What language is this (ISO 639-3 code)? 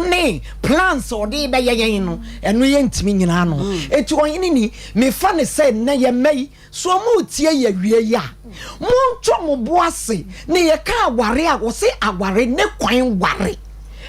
aka